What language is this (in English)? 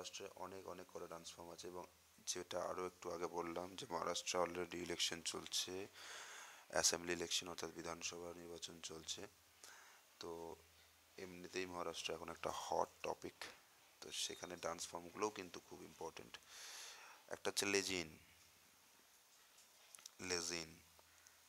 Bangla